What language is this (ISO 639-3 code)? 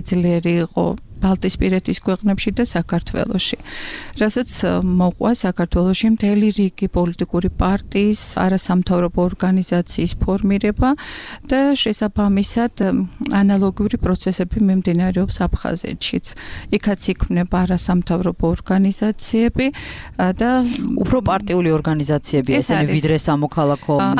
kat